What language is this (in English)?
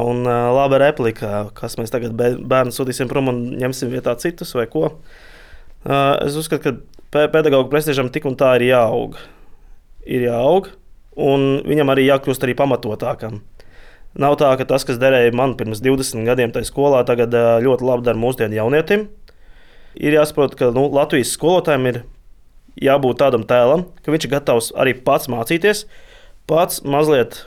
Latvian